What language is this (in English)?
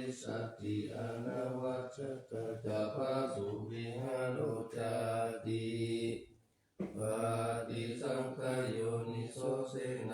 Pali